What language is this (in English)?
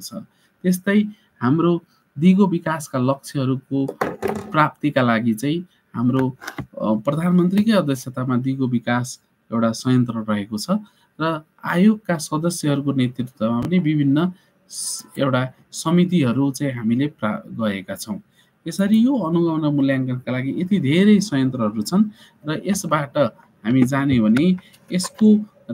Nepali